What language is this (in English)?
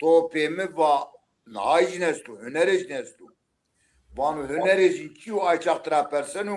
Zaza